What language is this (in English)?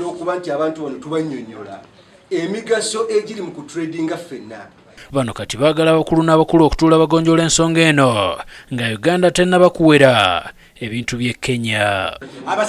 Ganda